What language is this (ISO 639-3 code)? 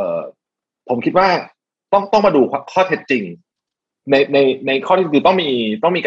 tha